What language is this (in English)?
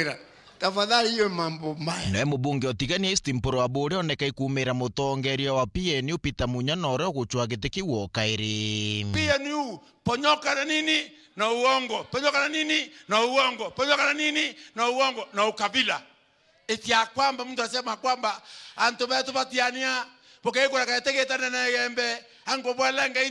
Meru